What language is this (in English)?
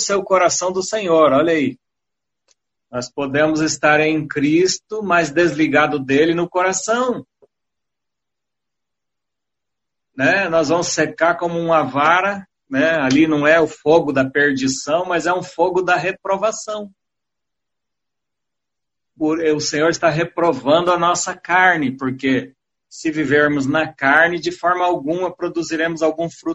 Portuguese